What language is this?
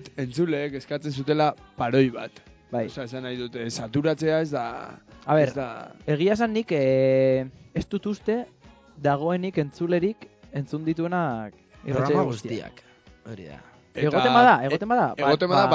Basque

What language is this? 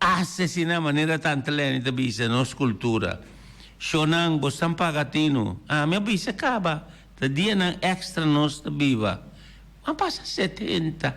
Papiamento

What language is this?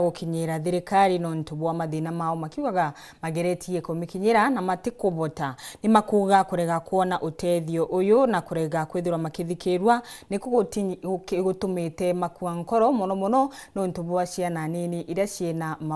Meru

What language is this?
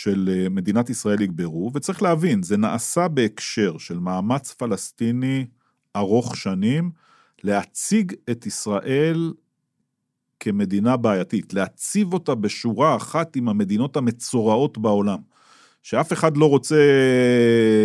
Hebrew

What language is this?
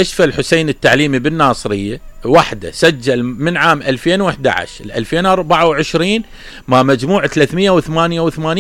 Mesopotamian Arabic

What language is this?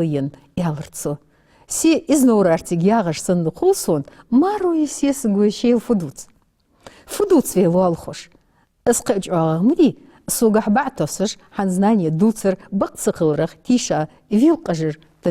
Ingush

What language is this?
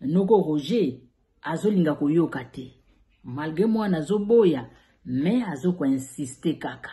Lingala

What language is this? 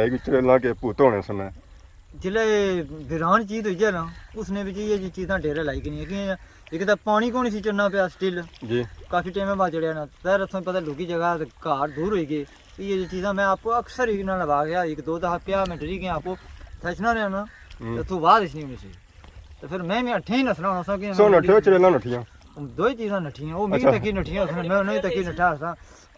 Pahari-Potwari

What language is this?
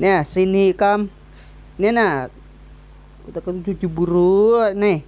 Banjar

